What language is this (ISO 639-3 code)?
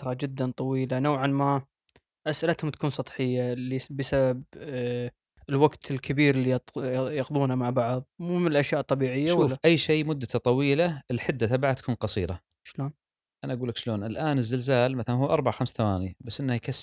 afb